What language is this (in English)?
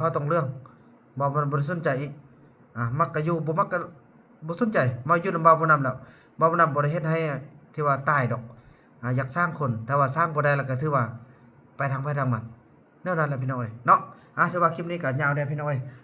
Northeastern Thai